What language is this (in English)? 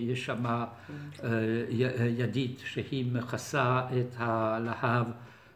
Hebrew